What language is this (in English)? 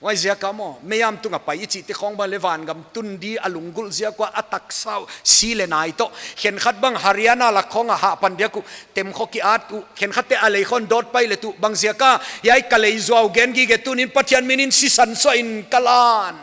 Paite Chin